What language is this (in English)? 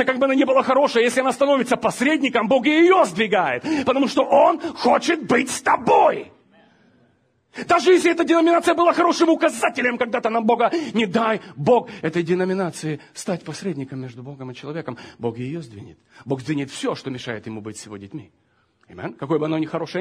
Russian